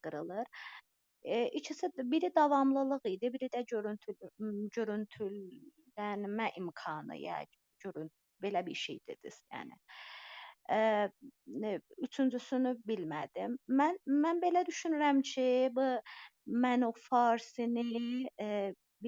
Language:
South Azerbaijani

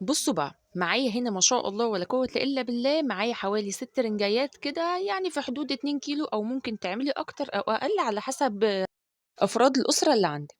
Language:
Egyptian Arabic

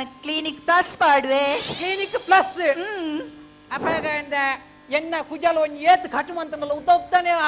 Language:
Tulu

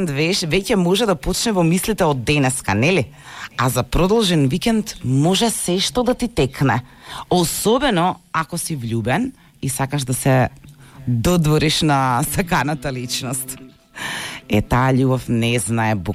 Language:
Macedonian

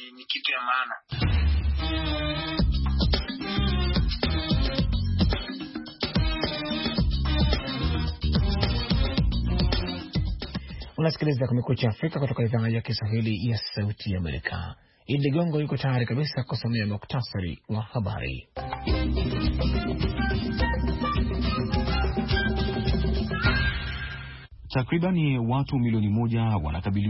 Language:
Swahili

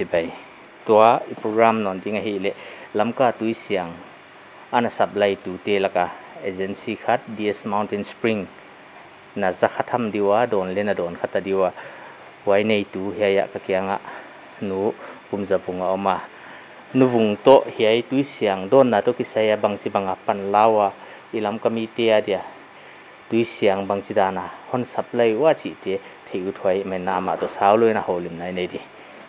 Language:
Paite Chin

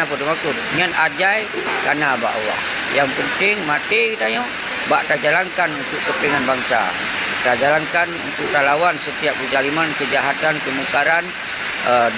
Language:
Achinese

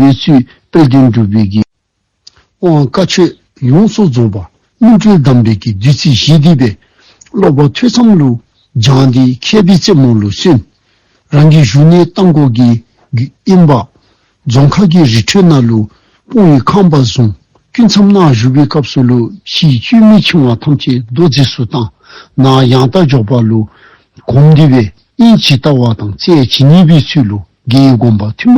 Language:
Dzongkha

